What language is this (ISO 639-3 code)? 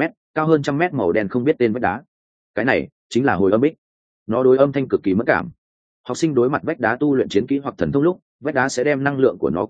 vie